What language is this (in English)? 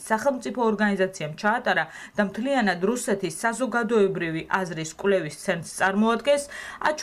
Georgian